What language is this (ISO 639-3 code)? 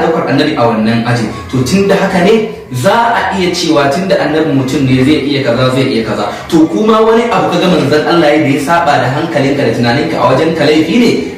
hau